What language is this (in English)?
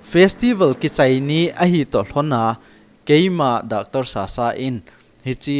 Thado Chin